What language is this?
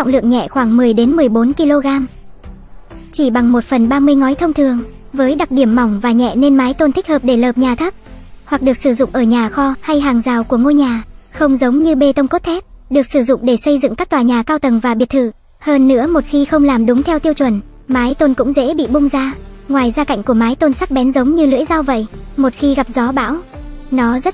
Vietnamese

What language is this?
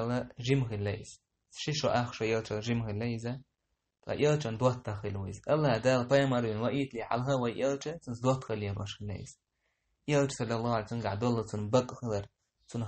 Chechen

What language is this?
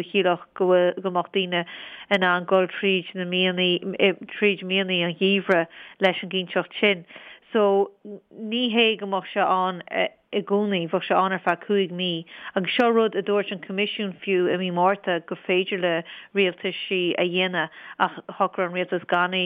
Irish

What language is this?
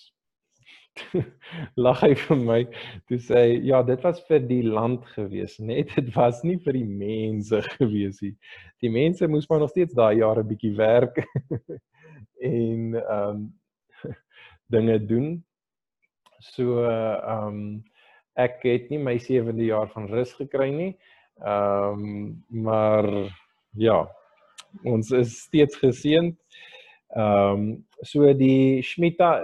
Afrikaans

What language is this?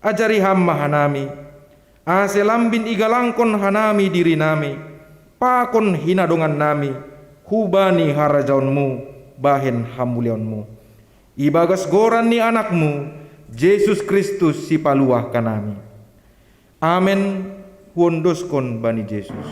Batak Simalungun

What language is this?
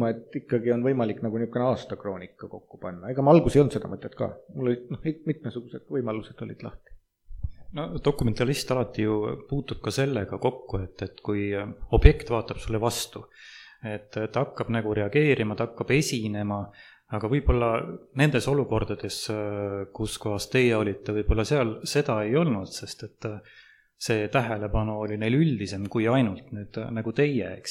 Estonian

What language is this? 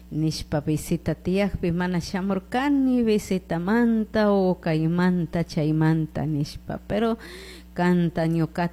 Chimborazo Highland Quichua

